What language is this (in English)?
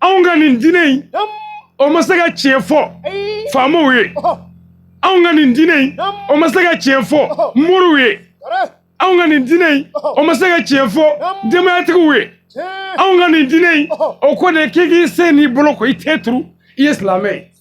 Bambara